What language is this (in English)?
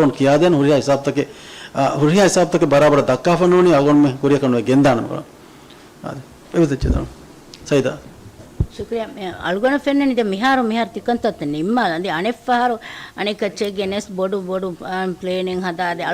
Divehi